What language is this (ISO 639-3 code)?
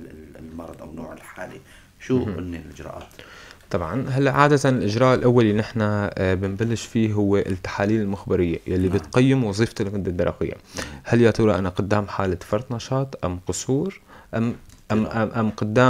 apc